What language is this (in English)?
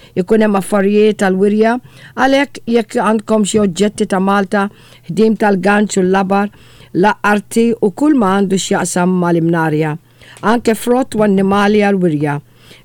Maltese